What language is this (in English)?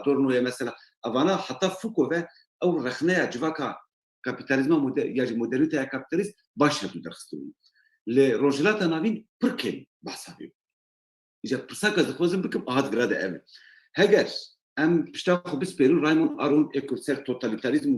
Kurdish